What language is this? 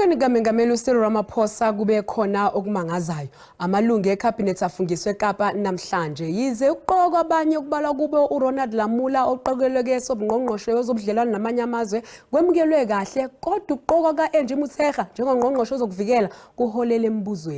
Zulu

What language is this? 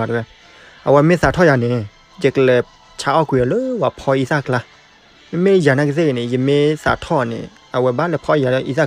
S'gaw Karen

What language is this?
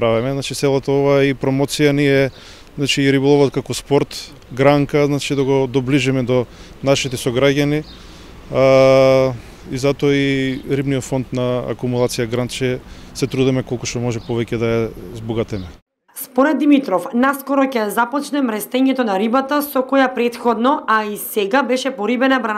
Macedonian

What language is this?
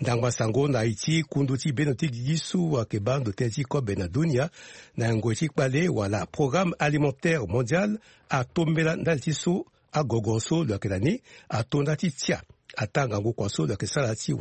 Sango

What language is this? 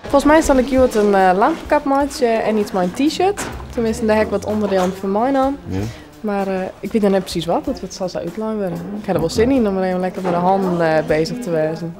Western Frisian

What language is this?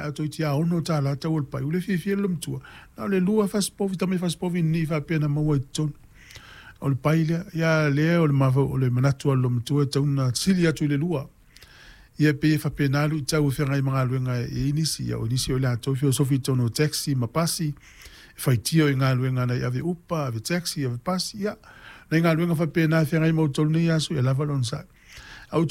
Samoan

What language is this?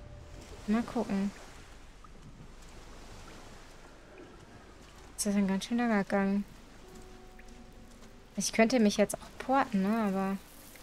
German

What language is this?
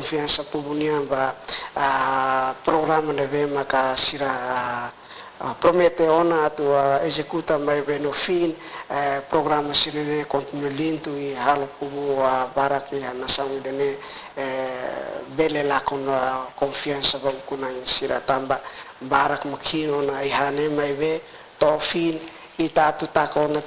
Tetum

